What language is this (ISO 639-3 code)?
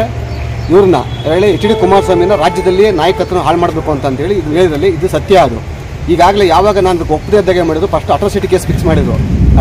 kan